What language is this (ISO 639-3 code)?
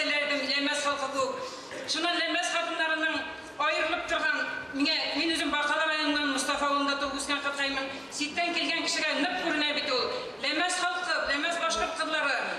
bak